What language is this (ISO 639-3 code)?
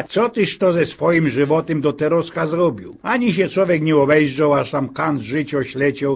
szl